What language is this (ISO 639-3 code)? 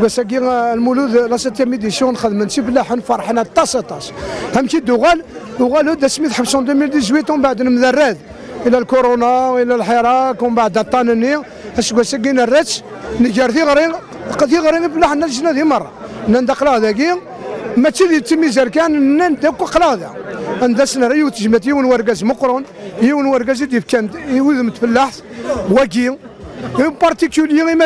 kab